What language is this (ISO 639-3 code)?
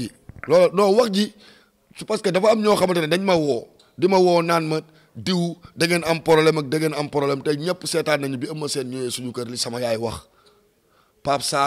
wol